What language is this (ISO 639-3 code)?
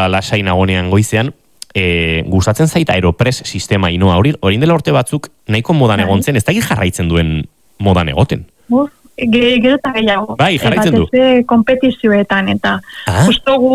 eus